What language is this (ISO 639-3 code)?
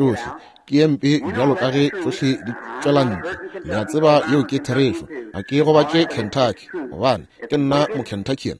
nso